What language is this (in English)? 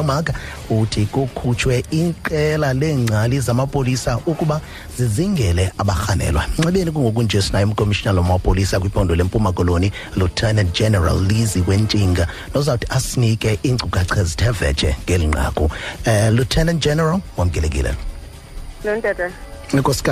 Xhosa